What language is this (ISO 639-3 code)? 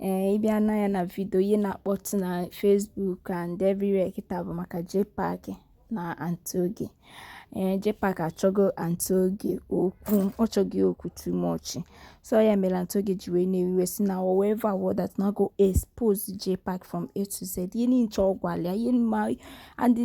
ibo